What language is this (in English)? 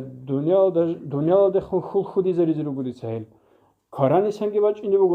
Avaric